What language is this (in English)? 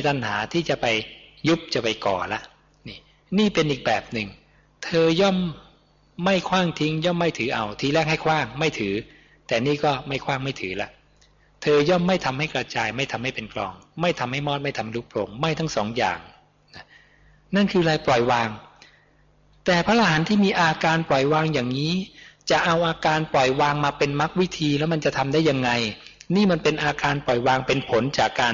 Thai